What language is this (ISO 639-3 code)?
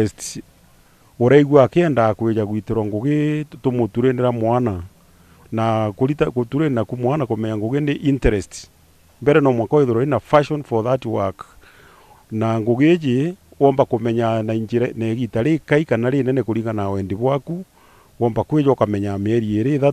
mer